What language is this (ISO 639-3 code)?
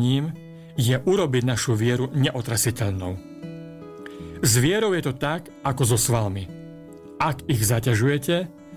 slk